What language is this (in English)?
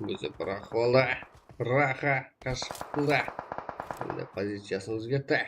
Kara-Kalpak